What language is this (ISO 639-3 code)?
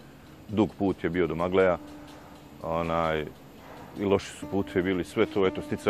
bos